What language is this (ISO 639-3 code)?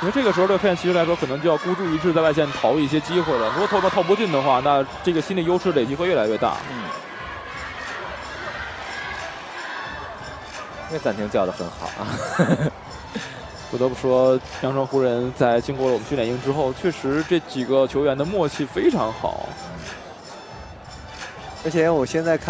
zho